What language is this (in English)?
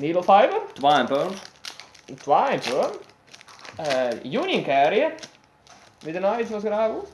Western Frisian